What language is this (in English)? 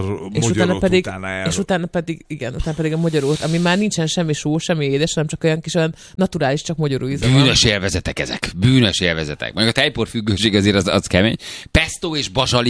Hungarian